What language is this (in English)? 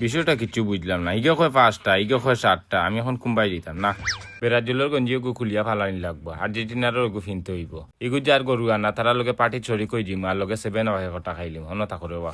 Sylheti